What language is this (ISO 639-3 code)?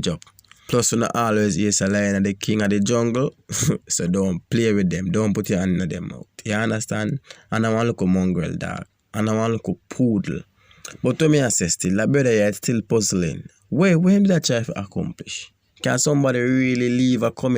jam